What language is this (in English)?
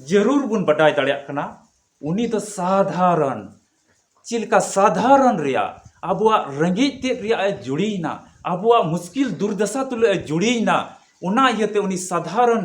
Santali